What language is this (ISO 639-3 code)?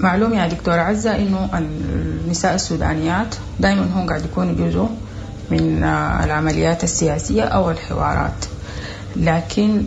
apd